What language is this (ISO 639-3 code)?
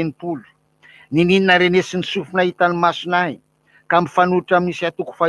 mlg